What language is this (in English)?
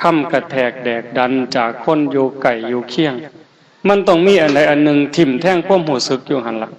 Northeastern Thai